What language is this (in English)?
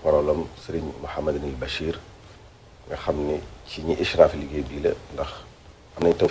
Wolof